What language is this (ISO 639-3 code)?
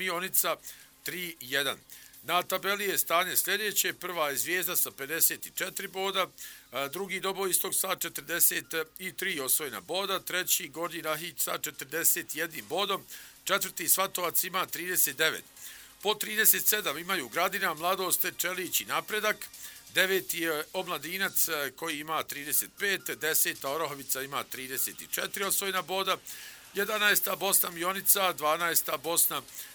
bos